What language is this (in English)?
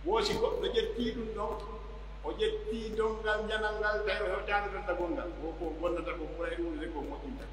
Pular